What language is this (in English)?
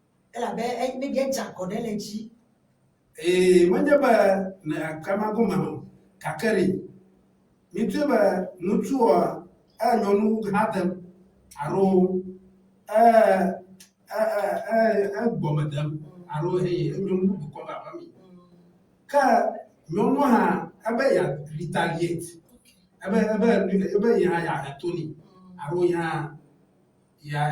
Ewe